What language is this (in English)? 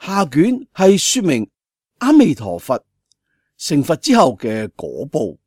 Cantonese